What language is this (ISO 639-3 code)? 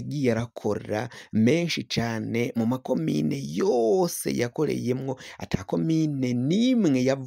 run